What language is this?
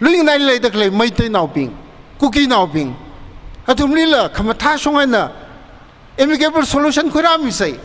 Tangkhul Naga (India)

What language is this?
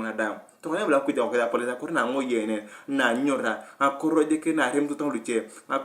Turkana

